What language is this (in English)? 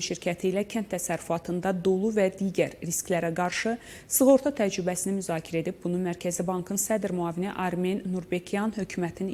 Azerbaijani